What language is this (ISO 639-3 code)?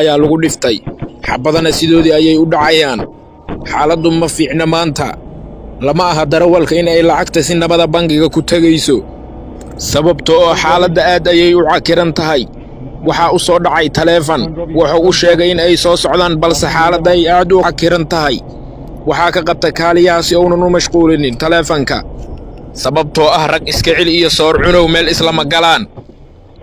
som